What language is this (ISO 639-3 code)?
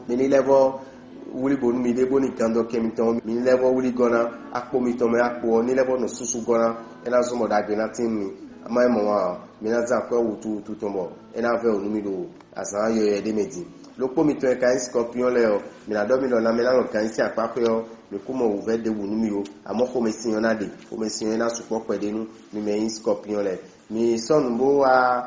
fon